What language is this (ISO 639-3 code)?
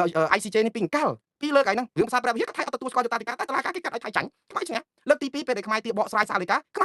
khm